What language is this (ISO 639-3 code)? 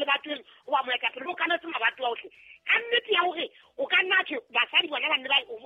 sot